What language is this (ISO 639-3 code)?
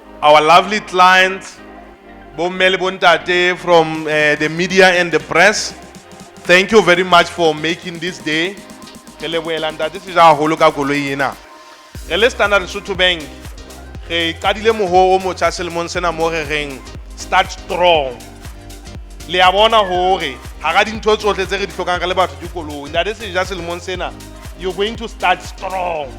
sot